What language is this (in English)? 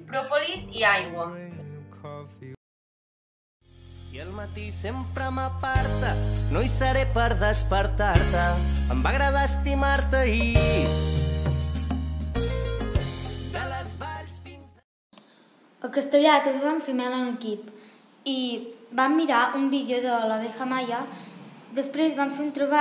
Catalan